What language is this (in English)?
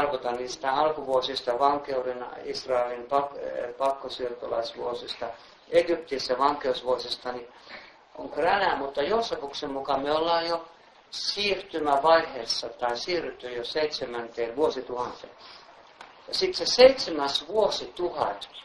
Finnish